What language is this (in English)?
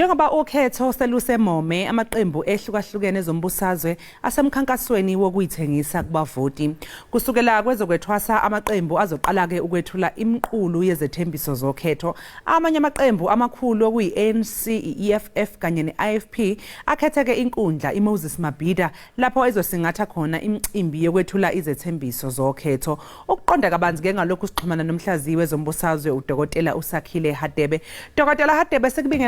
Zulu